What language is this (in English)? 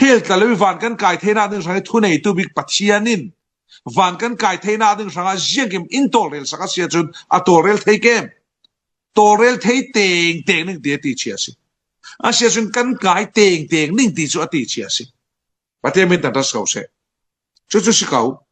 Falam Chin